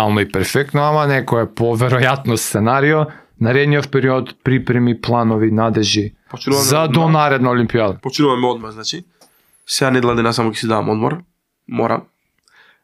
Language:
Macedonian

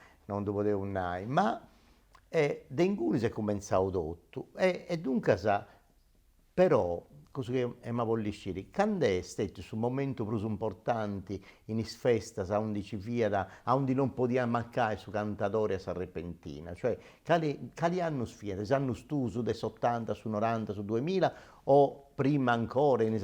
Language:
Sardinian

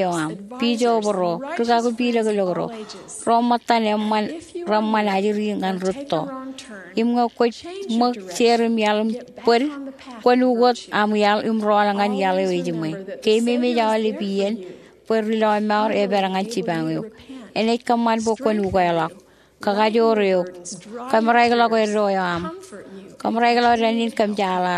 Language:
Marshallese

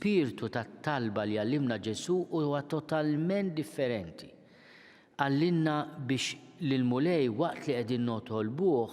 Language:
Maltese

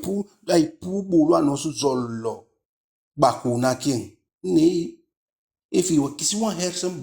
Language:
Eastern Maroon Creole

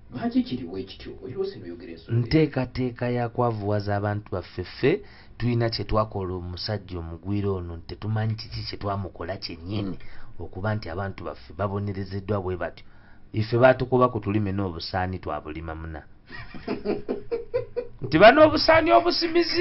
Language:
Ganda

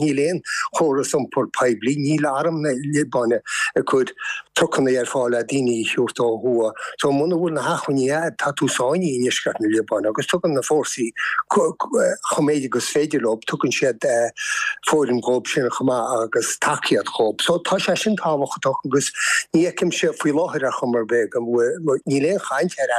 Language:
Irish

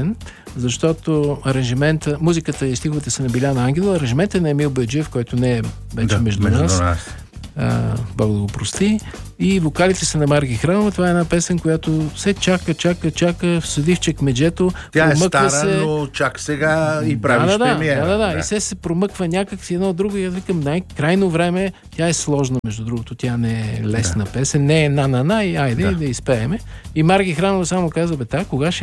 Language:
Bulgarian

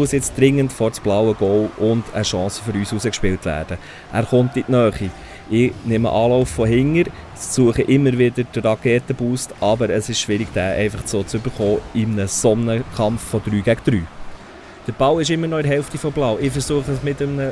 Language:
Swiss German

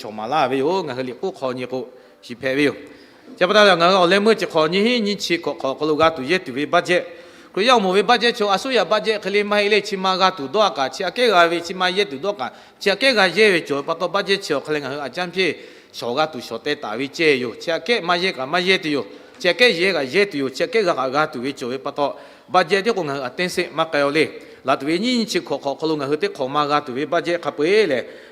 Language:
Lahu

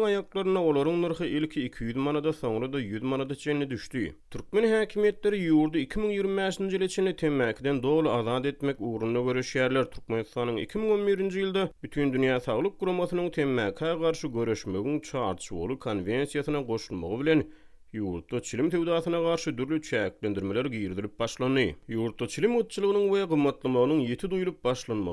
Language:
Turkmen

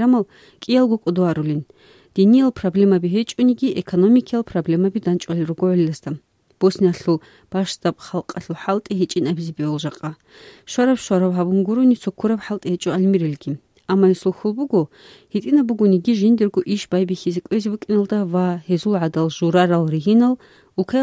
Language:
Avaric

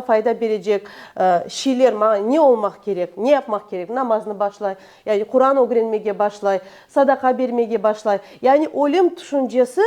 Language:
Crimean Tatar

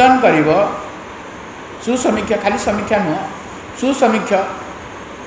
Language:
Odia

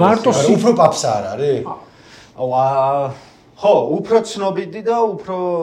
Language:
Georgian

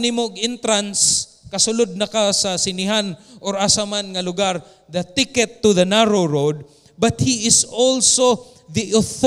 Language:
Cebuano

